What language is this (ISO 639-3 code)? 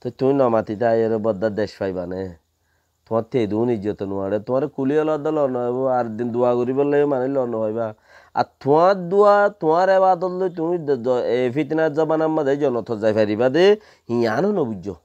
rhg